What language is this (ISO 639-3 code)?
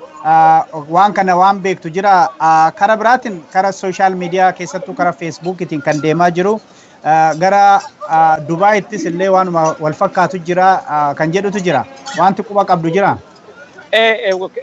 orm